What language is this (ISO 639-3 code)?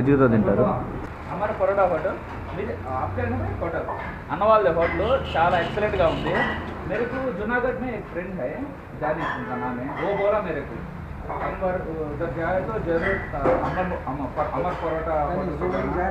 tel